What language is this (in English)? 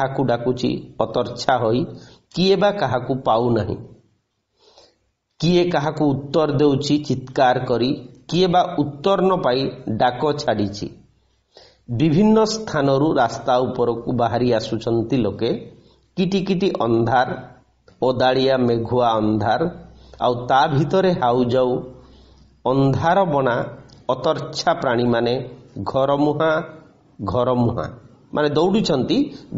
Odia